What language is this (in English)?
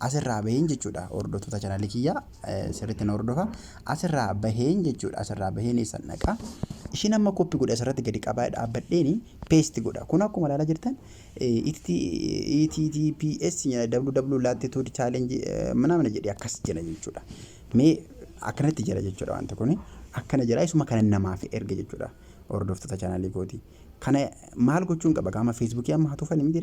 Oromo